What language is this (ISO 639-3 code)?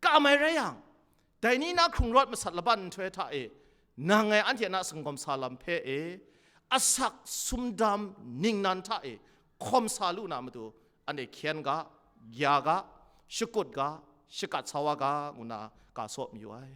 kac